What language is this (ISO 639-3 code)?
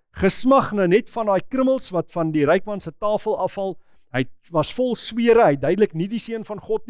afr